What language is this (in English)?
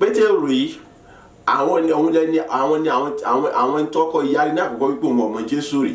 Yoruba